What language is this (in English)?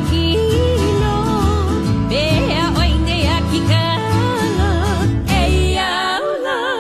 Hawaiian